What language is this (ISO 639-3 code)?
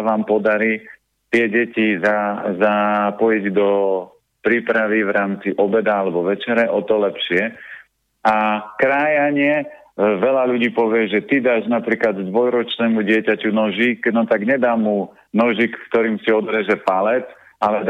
slk